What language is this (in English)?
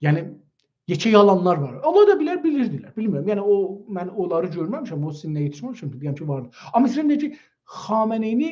South Azerbaijani